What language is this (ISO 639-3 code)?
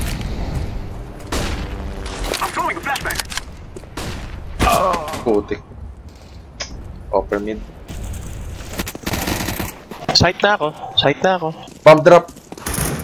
fil